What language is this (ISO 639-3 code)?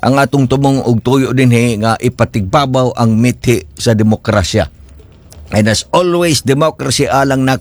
ceb